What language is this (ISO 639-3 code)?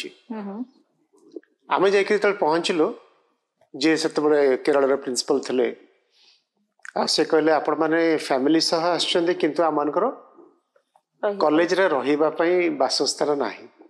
ori